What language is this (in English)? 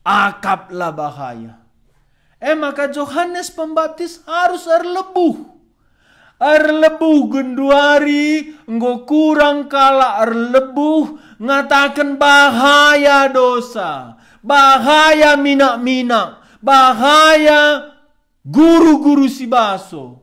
Batak Karo